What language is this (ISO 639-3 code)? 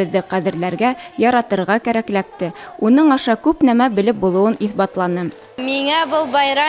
bak